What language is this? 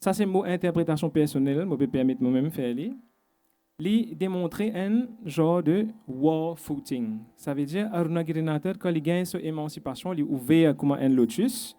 Morisyen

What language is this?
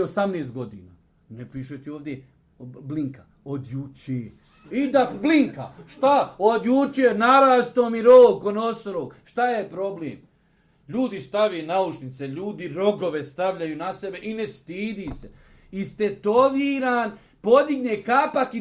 Bosnian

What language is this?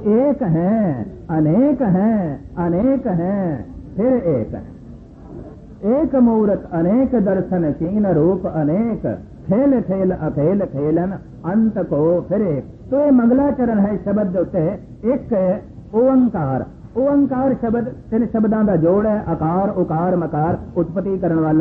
Punjabi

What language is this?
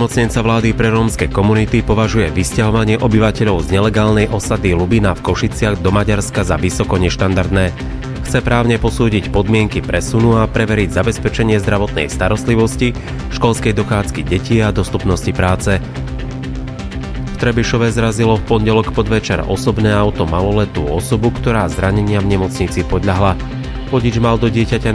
Slovak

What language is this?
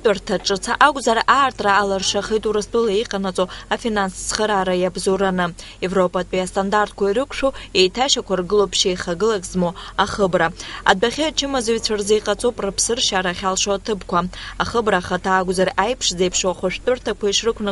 Abkhazian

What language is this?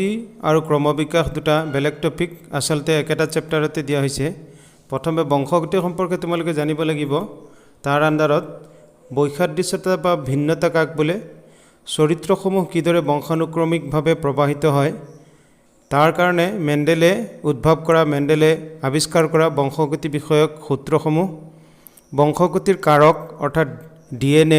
Assamese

